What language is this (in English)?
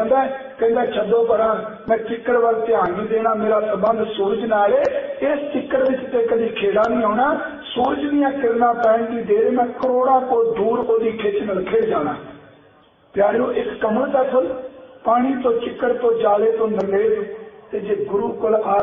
Punjabi